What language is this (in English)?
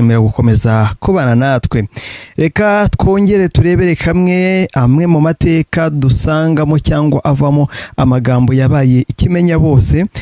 Kinyarwanda